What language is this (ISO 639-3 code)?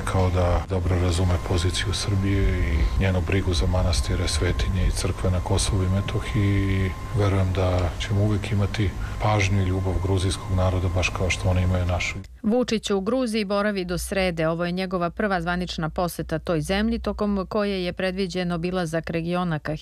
srp